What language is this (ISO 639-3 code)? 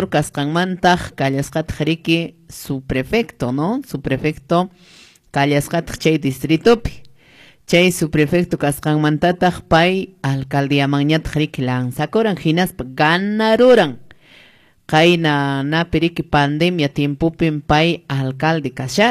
que